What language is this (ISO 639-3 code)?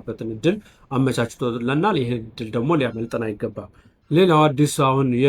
amh